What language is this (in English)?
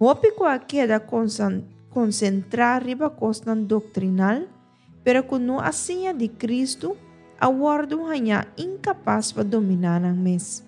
Papiamento